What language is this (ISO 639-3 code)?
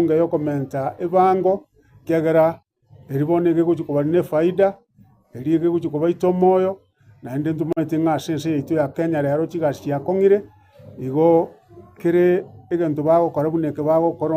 guz